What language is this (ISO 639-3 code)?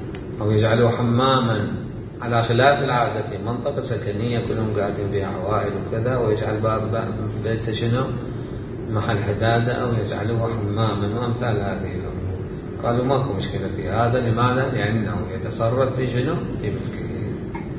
acm